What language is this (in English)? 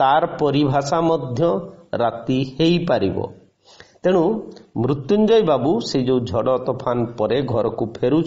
Odia